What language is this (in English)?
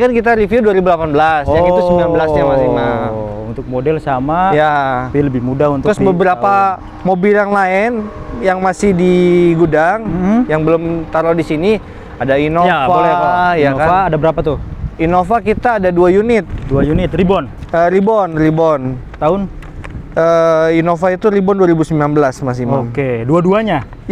Indonesian